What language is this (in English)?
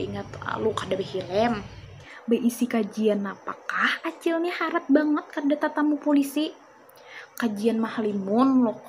Banjar